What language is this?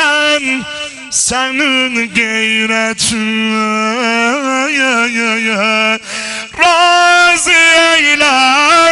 South Azerbaijani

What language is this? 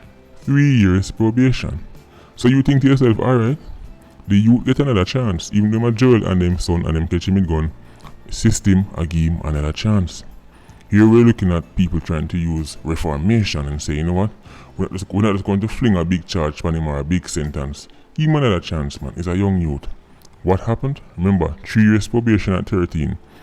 Jamaican Creole English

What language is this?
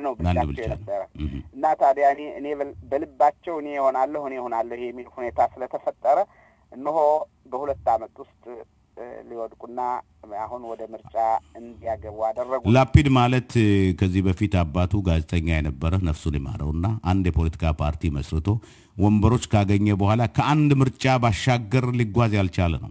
Amharic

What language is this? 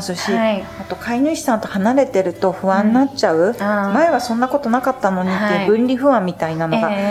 Japanese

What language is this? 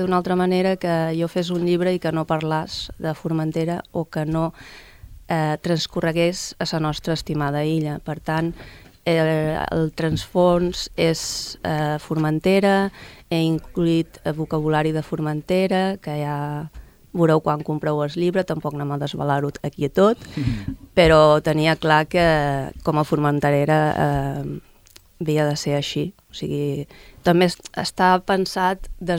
Catalan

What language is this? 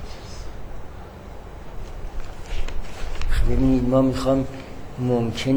Persian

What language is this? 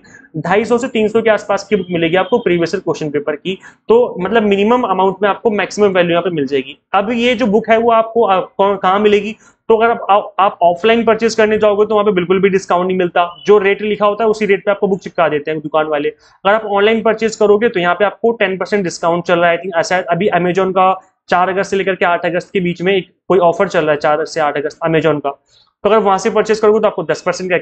Hindi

